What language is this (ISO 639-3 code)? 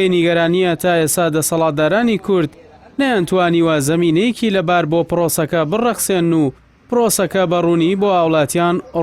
ckb